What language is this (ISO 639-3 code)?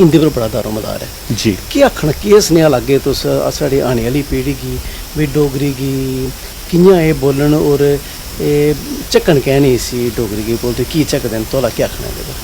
doi